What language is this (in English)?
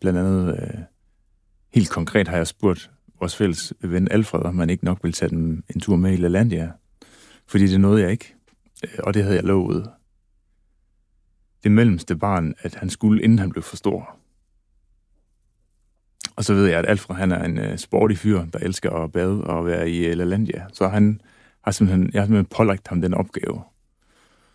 Danish